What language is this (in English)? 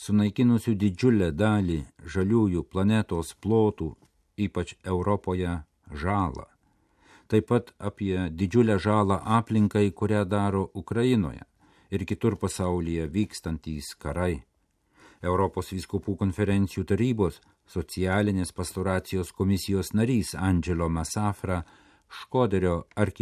Lithuanian